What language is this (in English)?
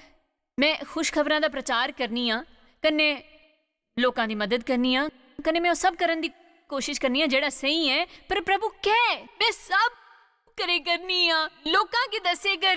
Dogri